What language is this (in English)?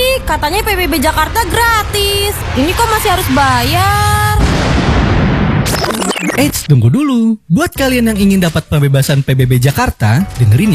Indonesian